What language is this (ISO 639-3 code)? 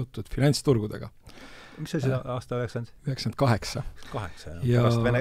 est